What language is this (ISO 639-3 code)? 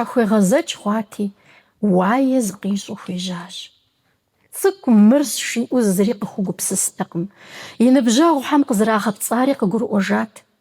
kbd